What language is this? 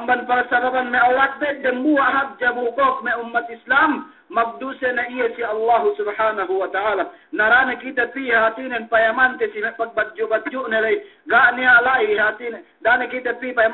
Yakan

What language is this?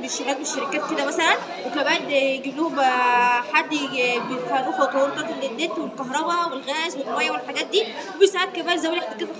Egyptian Arabic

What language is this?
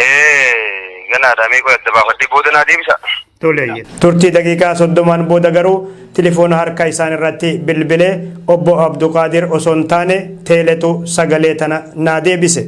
Oromo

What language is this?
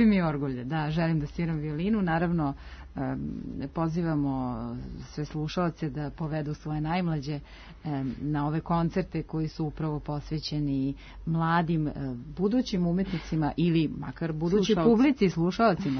Serbian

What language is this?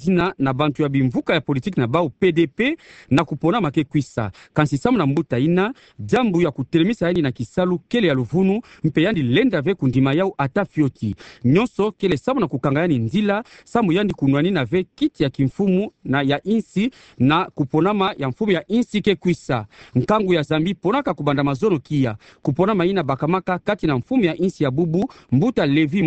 Kituba (Democratic Republic of Congo)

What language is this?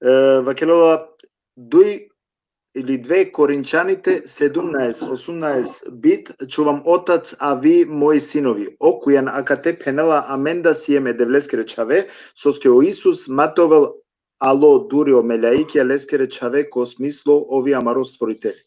Balkan Romani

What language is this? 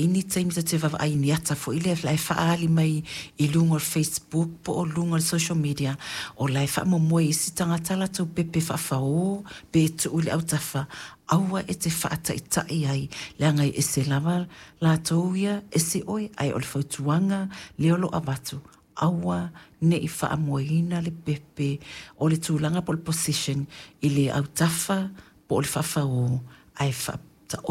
Samoan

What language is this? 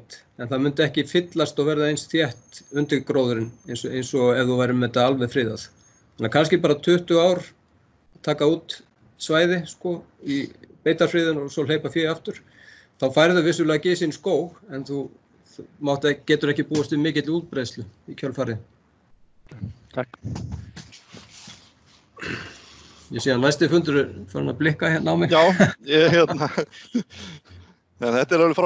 Icelandic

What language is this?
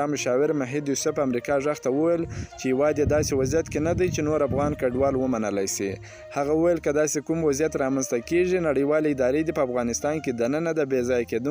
Pashto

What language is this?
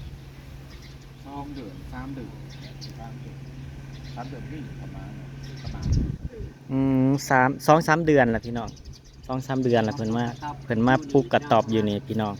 Northeastern Thai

